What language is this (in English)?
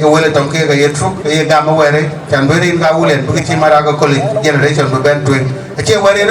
Dinka